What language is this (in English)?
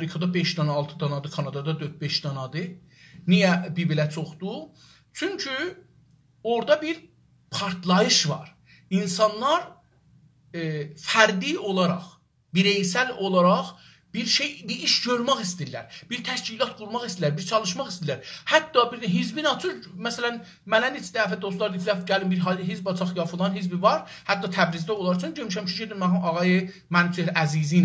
South Azerbaijani